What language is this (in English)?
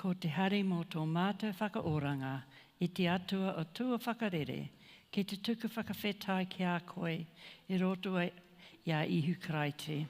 Māori